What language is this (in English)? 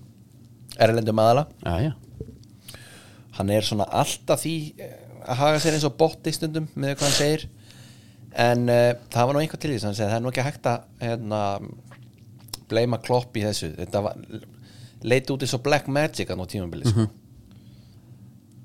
Icelandic